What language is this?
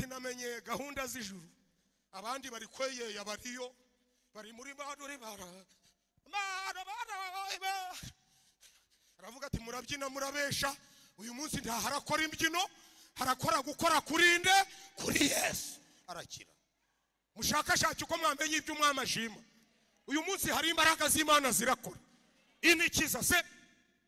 Kinyarwanda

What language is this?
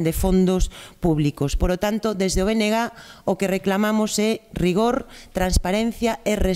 Galician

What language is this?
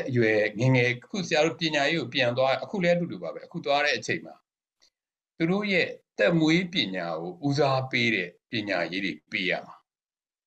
Burmese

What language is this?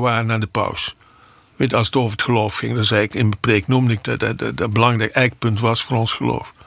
Dutch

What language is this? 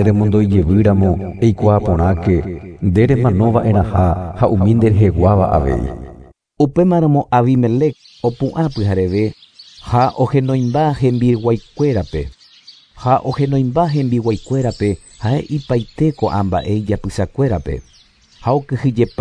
Guarani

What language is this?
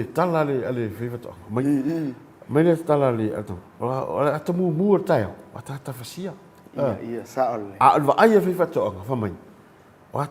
Samoan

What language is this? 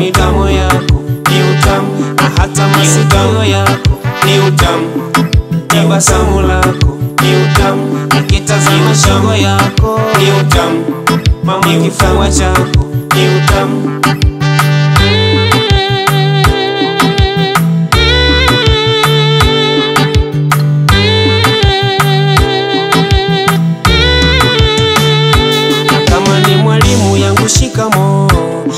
Swahili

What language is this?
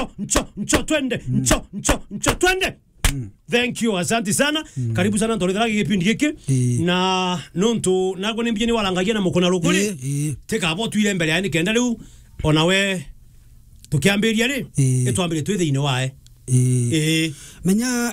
Meru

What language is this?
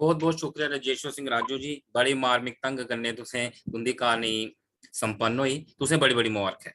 Dogri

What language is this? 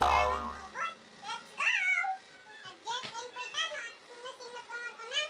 Iloko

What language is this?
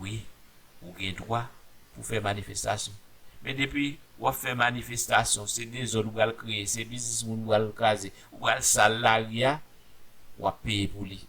Haitian Creole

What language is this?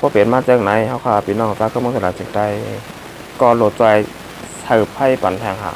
Shan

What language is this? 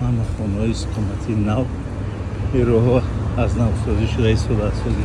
Tajik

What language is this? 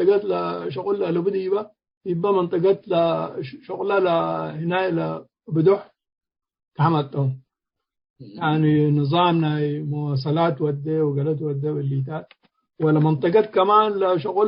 Tigre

